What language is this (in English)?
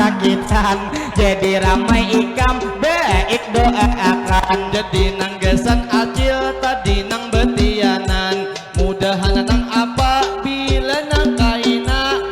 Banjar